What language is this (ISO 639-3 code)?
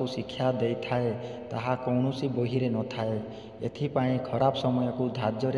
ori